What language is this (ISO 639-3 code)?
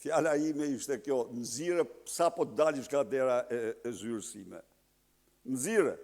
sqi